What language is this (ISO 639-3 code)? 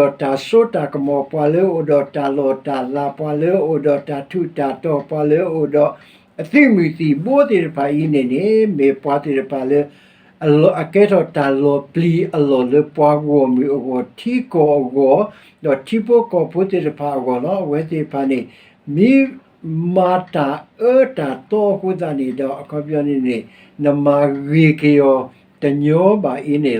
ksw